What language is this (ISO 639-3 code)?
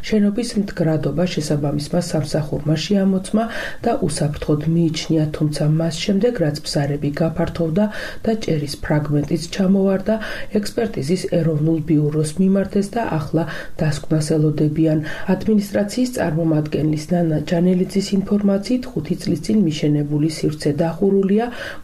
kat